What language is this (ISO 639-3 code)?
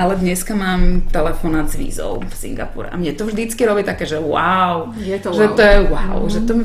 slk